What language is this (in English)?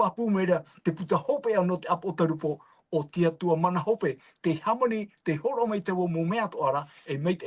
Tahitian